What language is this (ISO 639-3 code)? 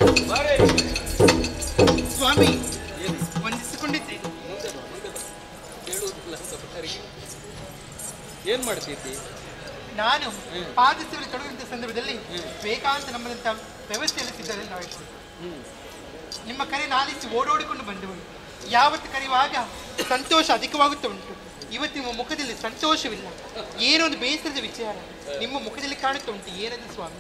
kan